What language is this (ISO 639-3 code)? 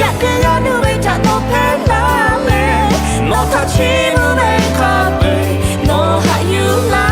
lhu